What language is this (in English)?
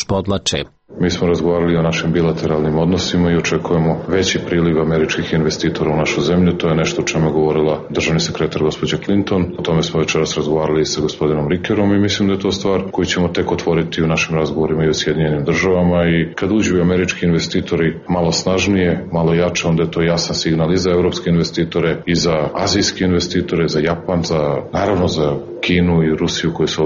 Serbian